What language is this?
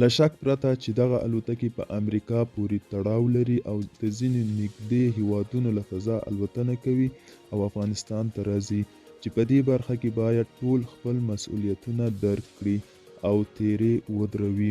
Pashto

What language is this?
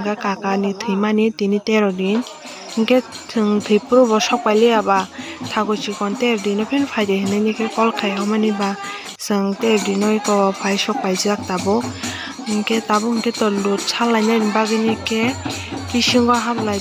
Kok Borok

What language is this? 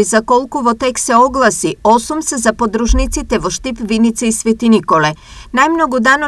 Macedonian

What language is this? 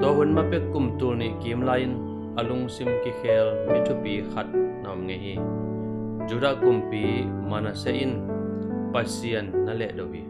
Tedim Chin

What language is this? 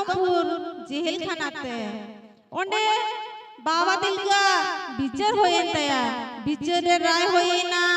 Santali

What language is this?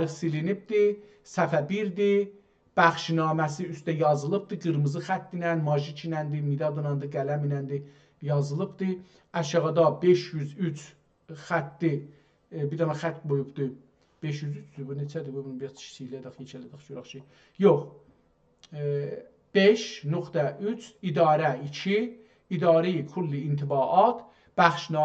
South Azerbaijani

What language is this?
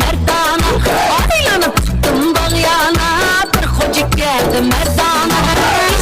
Kara-Kalpak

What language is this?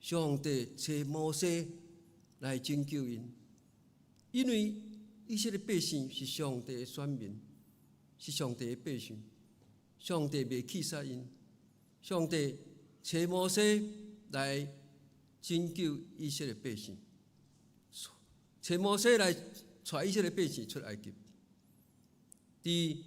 Min Nan Chinese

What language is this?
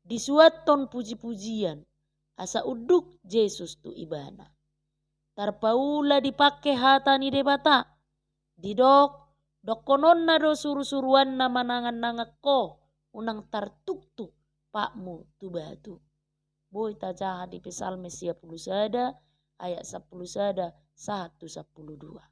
Batak Toba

